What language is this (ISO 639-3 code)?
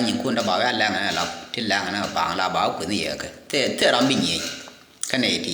nus